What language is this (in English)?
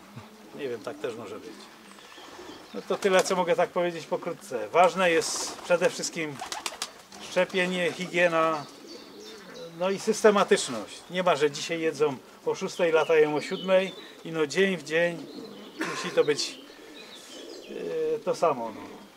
Polish